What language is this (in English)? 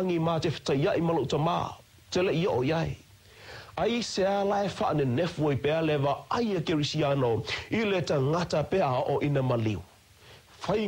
Samoan